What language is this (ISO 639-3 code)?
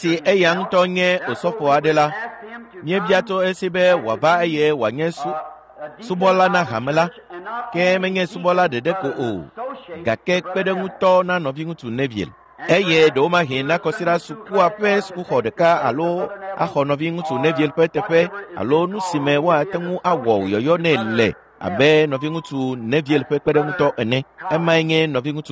ewe